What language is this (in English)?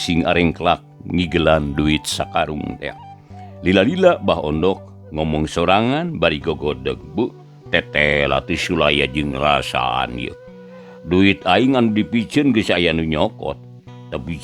Sundanese